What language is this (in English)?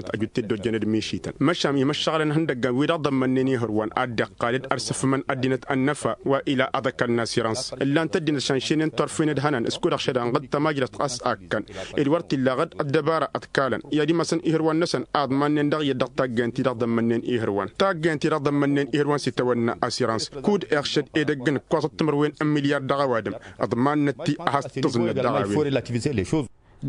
Tamasheq